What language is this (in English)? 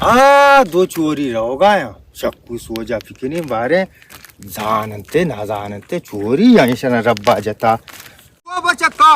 Baluchi